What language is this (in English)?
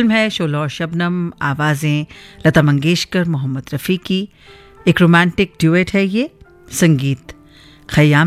Hindi